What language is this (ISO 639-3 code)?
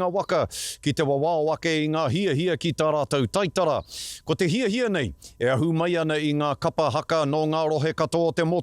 mri